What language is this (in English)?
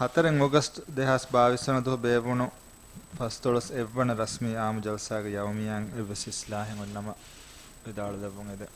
Divehi